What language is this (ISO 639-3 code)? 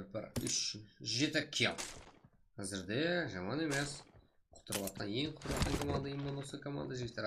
kaa